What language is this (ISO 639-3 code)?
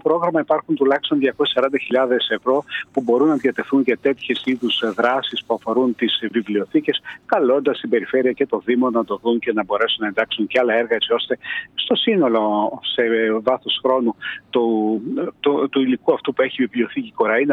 ell